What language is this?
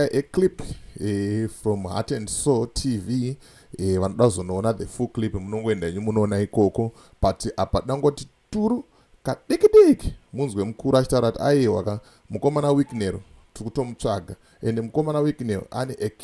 Shona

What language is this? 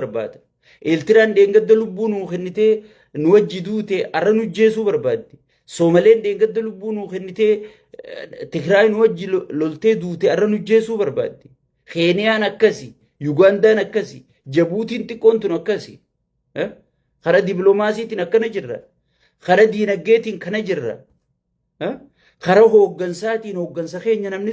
Oromo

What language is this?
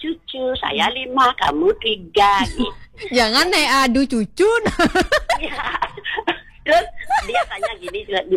Indonesian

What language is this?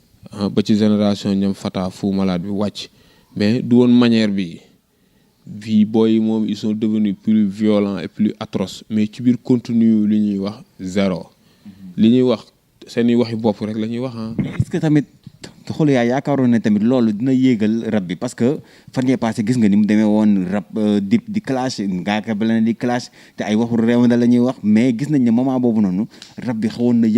Wolof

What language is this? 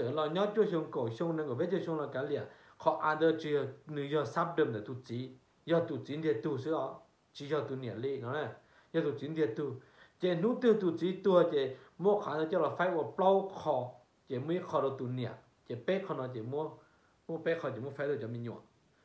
Hmong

